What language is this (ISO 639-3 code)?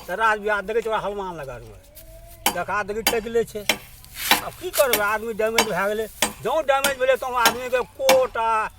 mai